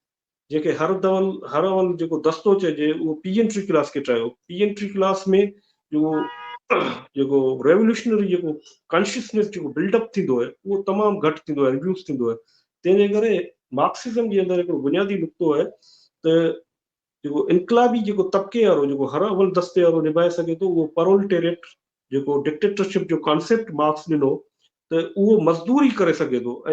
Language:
Sindhi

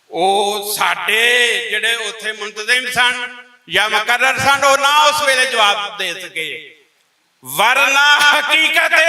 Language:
Western Panjabi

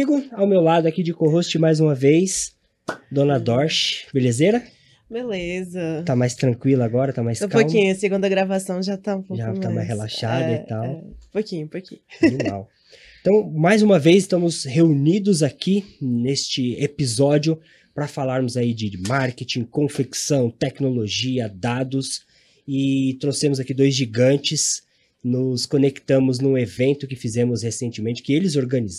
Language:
Portuguese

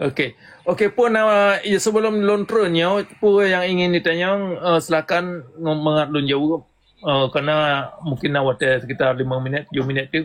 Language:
Achinese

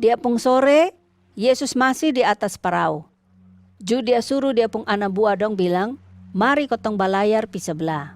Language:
Kupang Malay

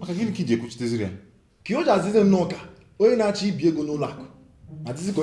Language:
Igbo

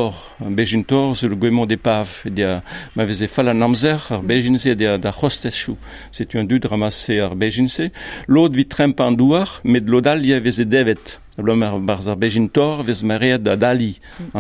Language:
Breton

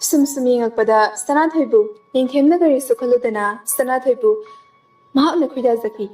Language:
Manipuri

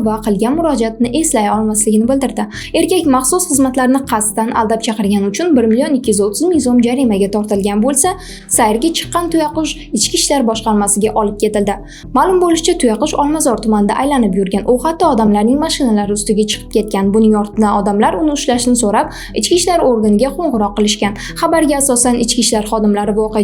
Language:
Uzbek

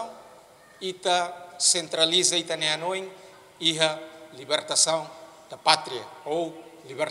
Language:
Tetum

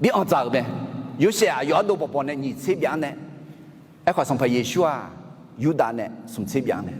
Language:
Akha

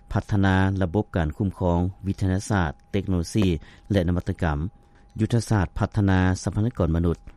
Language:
Lao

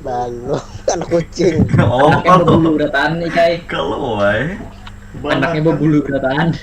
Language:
Banjar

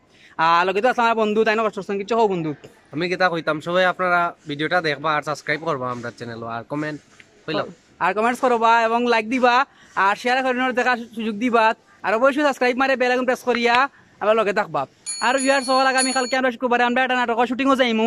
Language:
Sylheti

